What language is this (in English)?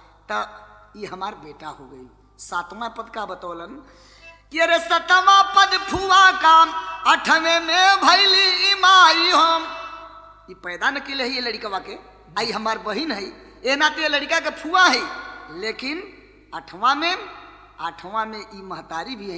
Bhojpuri